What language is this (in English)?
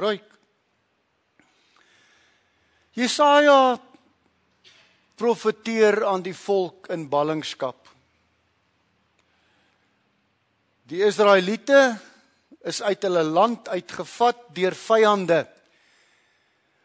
Afrikaans